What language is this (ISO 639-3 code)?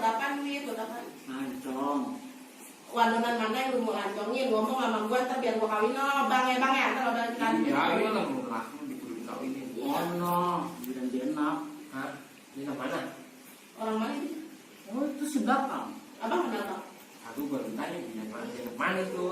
bew